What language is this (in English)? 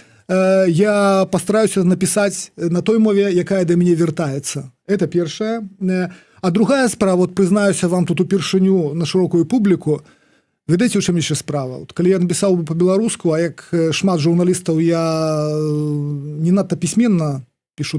Belarusian